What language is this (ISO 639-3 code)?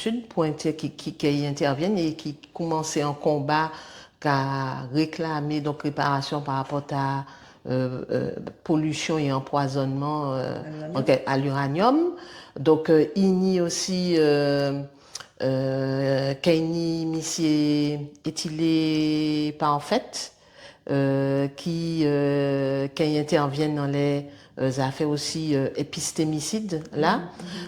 gcf